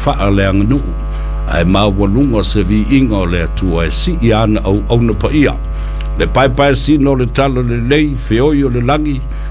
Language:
Samoan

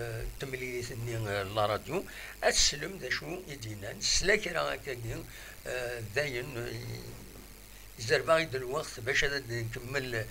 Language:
Kabyle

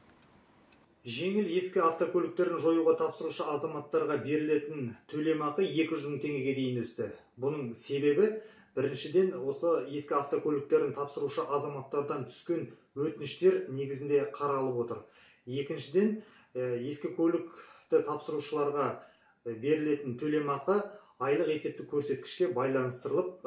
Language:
Kazakh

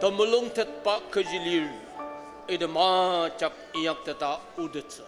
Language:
Ao Naga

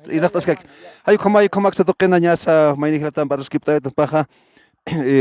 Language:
Aymara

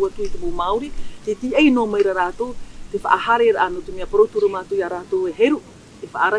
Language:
Tahitian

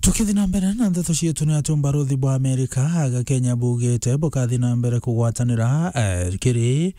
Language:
Meru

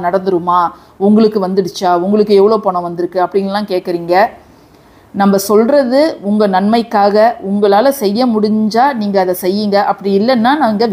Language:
Tamil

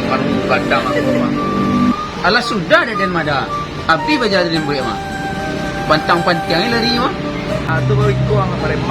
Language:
Minangkabau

